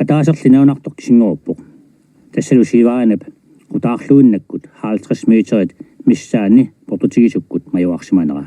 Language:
Kalaallisut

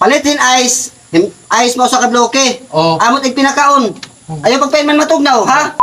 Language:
Waray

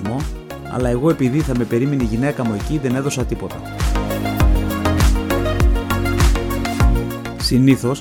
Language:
Greek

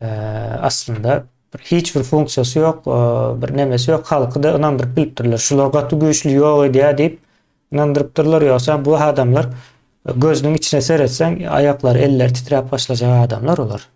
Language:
Turkmen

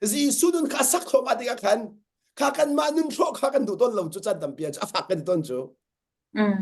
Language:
Hakha Chin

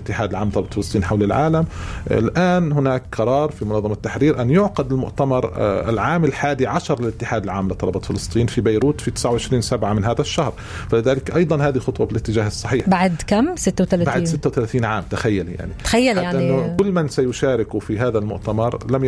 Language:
North Levantine Arabic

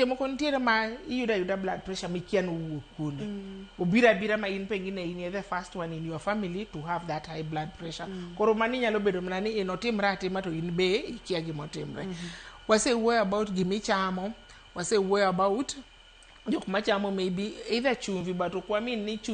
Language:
Luo (Kenya and Tanzania)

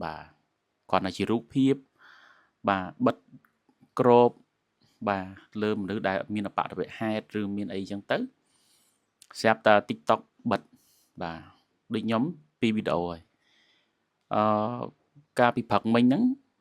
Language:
Khmer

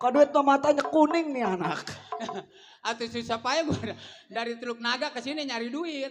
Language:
Betawi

